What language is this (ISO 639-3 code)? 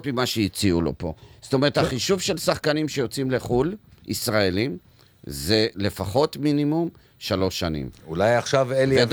heb